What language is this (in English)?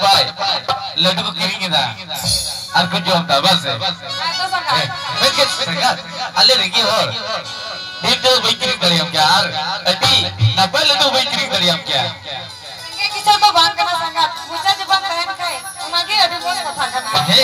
Santali